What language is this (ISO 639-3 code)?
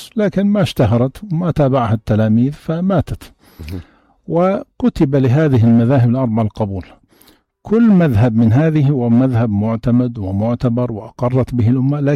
apc